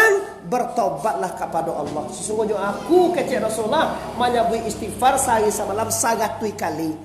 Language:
Minangkabau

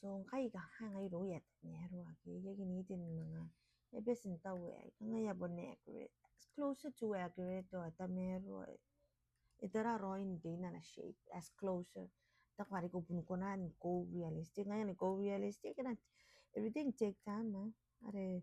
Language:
Gilbertese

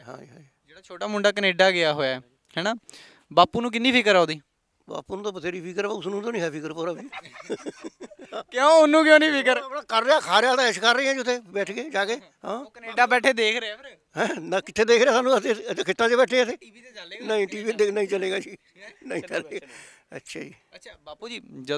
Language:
Punjabi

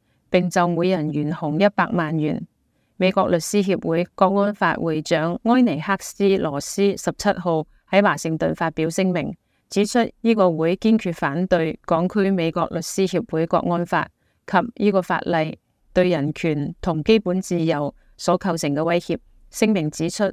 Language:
Cantonese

